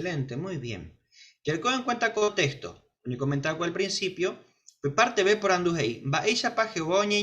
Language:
Guarani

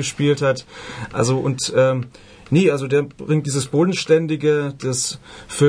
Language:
German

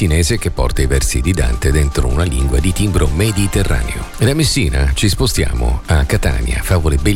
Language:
Italian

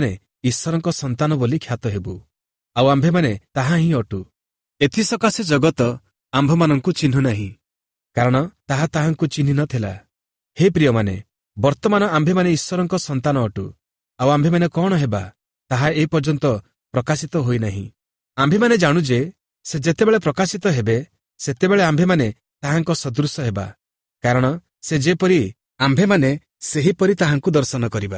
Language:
Odia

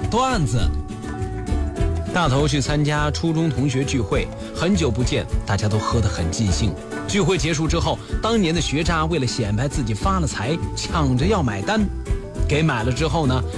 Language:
Chinese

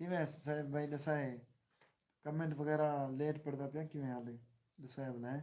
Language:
Saraiki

